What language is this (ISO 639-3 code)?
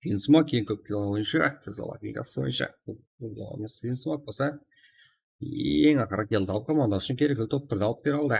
kaa